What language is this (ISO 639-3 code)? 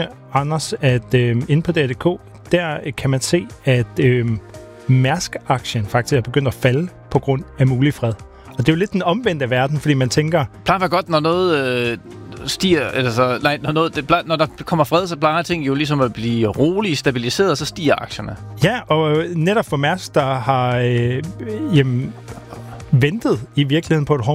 dan